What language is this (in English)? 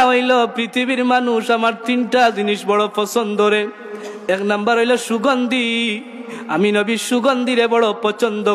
Sylheti